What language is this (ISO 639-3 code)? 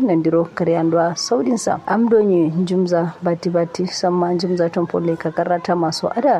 kau